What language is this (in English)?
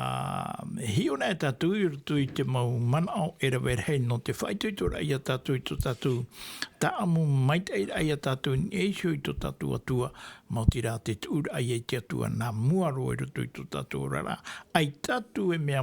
Tahitian